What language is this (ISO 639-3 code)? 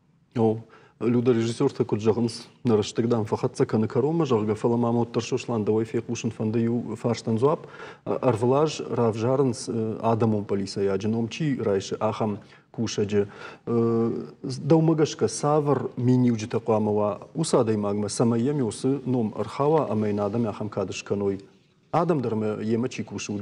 oss